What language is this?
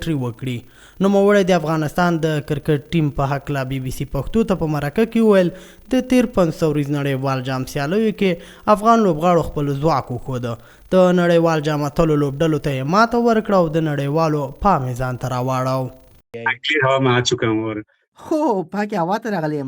Pashto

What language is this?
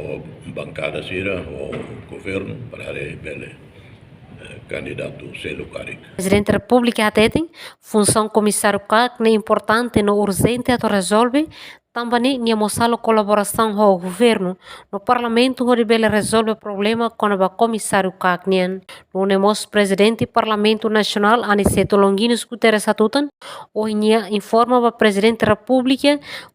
Tetum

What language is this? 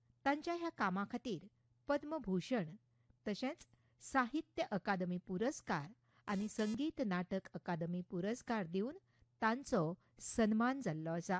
Konkani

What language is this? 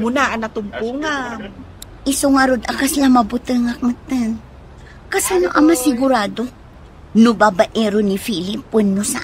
Iloko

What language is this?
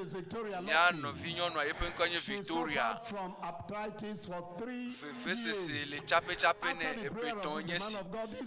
Ewe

